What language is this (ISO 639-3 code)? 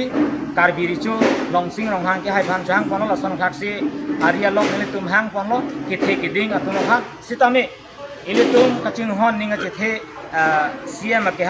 mjw